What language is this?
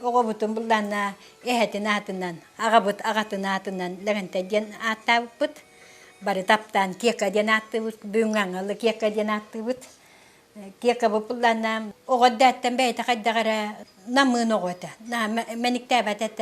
Yakut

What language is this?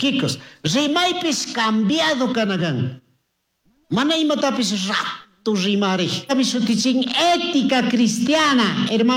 Chimborazo Highland Quichua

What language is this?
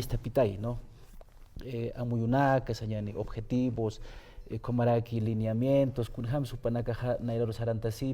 Aymara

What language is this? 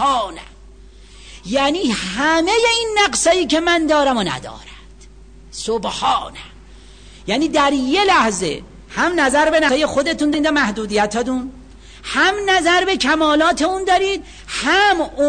Persian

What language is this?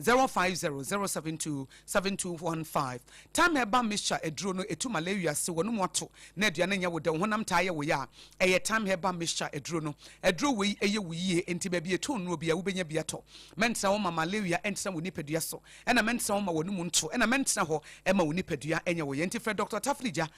Akan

